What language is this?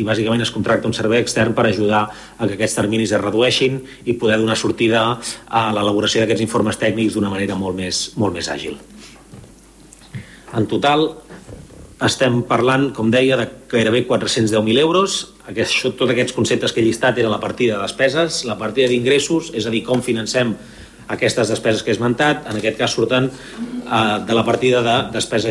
Catalan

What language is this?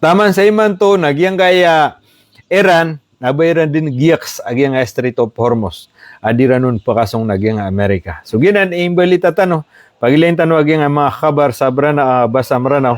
Maranao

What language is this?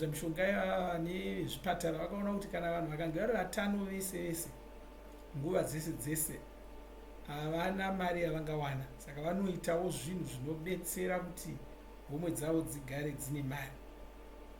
Shona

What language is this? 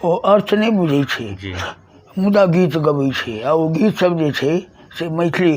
Maithili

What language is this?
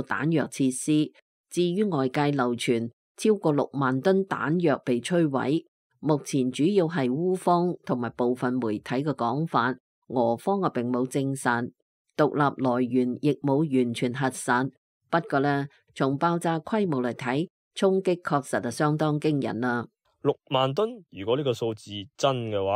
Cantonese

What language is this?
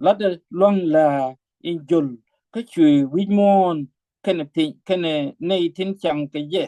Nuer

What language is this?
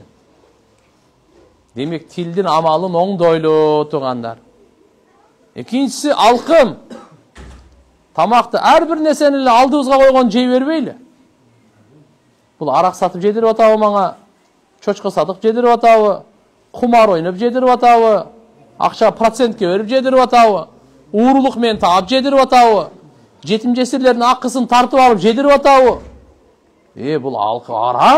Kyrgyz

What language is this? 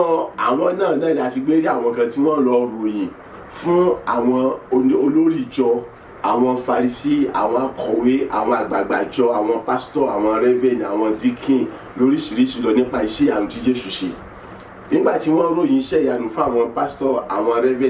Yoruba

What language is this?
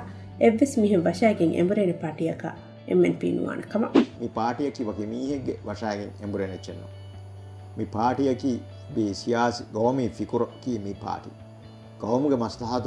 Divehi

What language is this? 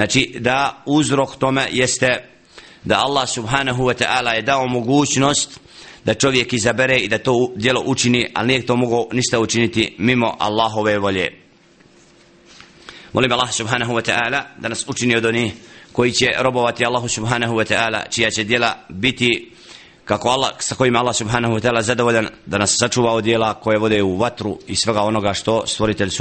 Bosnian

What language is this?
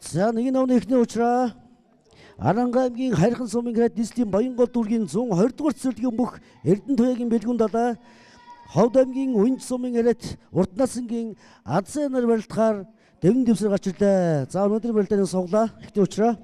Mongolian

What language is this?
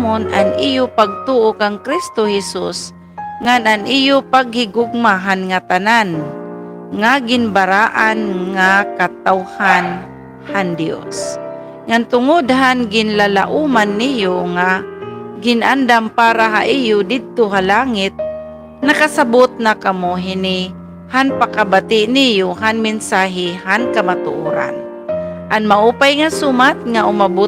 Waray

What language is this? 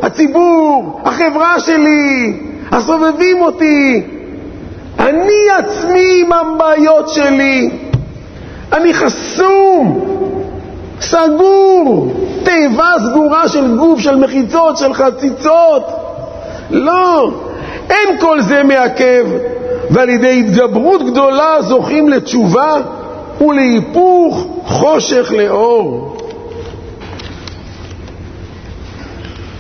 Hebrew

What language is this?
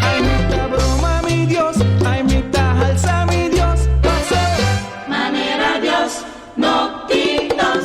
Papiamento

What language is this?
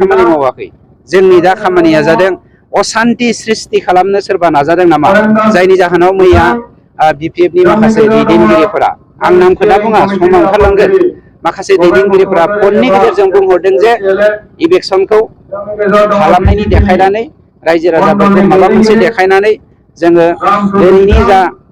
Bodo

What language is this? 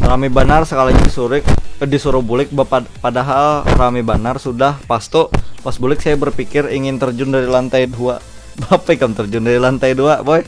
Banjar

